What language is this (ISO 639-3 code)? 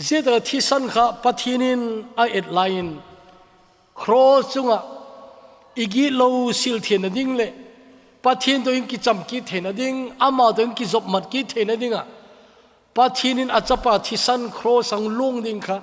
tcz